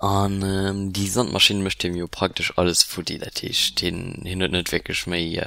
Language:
Luxembourgish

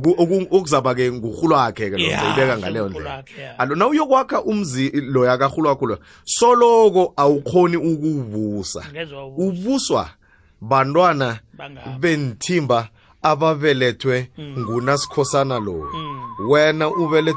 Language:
South Ndebele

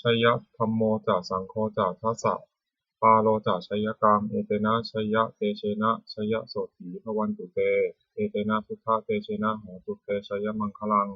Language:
Pali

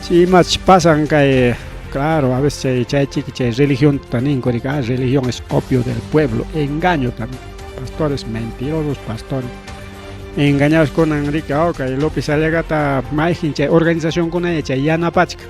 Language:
Ayacucho Quechua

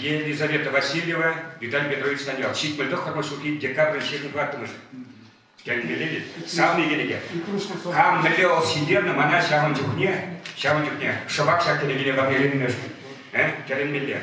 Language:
Chuvash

